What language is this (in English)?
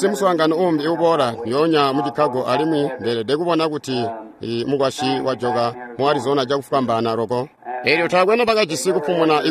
Tonga (Zambia)